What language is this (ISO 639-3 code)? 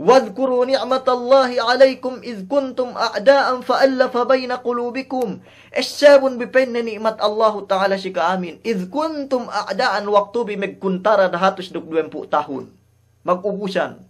yka